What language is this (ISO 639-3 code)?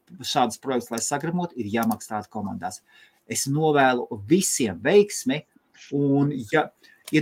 lav